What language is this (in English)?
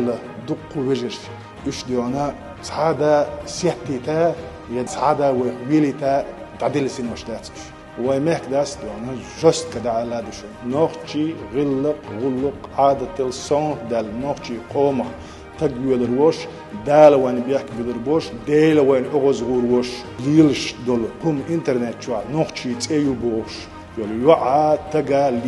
Chechen